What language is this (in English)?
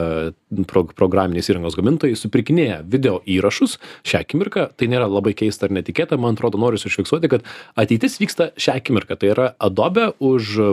Lithuanian